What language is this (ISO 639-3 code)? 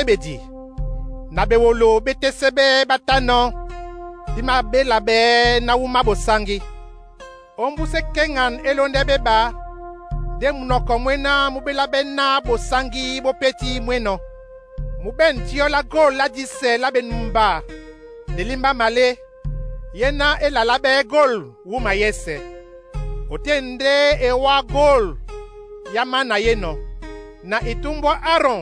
dua